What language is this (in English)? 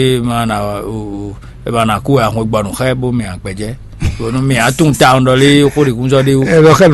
Fon